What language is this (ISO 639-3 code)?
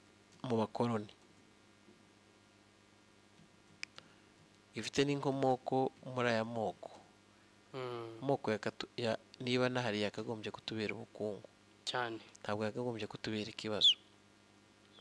kin